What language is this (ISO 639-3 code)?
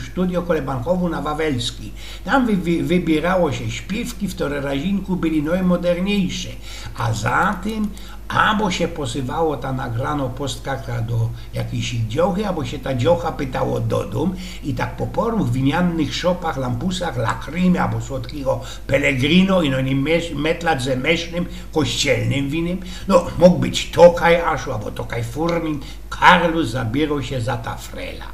szl